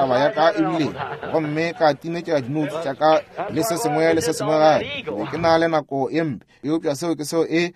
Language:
Northern Sotho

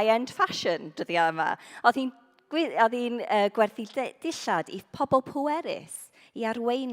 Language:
Welsh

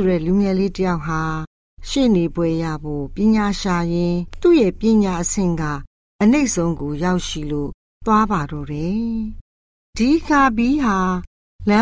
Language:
Burmese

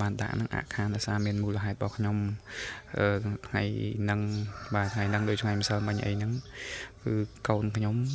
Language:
Khmer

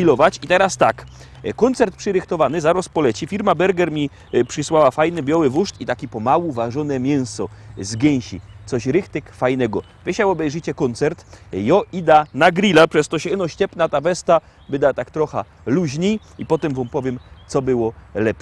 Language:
Silesian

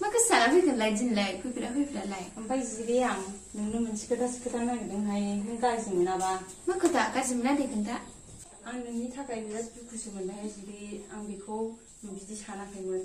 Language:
Bodo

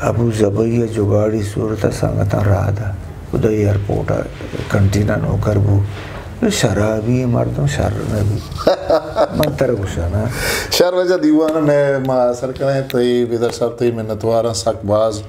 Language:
Eastern Balochi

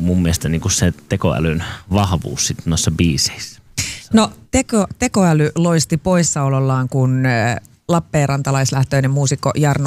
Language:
Finnish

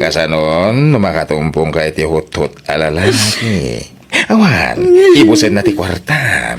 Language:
Iloko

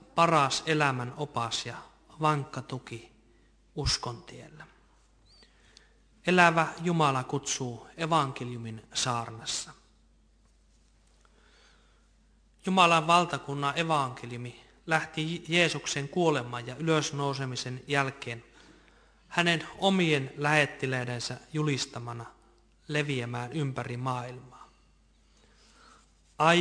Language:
Finnish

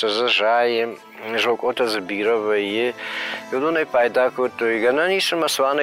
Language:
Ossetic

